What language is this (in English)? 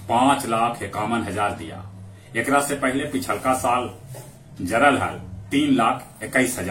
Magahi